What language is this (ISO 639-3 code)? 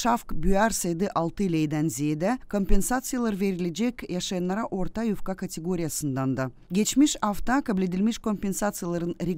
gag